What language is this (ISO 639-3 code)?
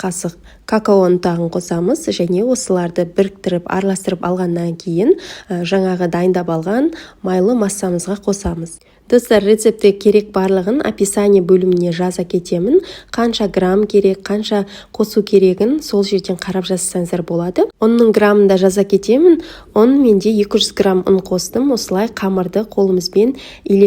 kaz